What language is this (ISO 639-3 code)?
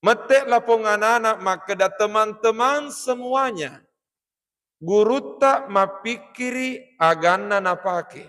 bug